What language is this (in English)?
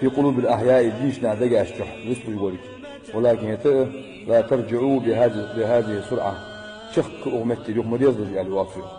Ingush